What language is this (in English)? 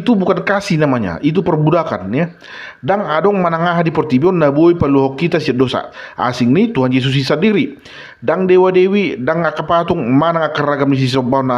Batak Toba